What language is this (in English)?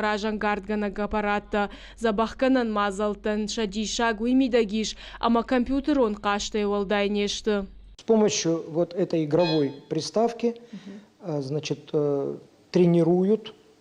Ossetic